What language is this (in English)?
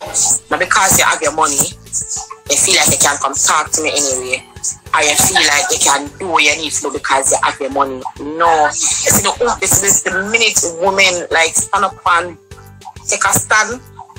Jamaican Creole English